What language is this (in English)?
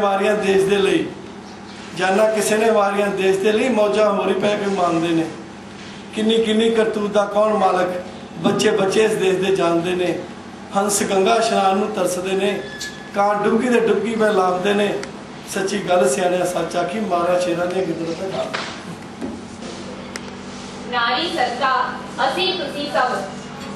Punjabi